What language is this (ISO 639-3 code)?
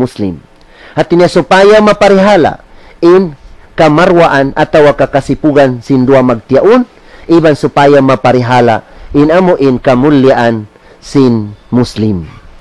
tsg